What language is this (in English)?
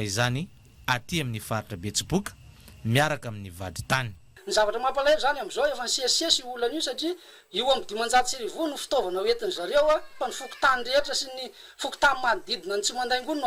Malagasy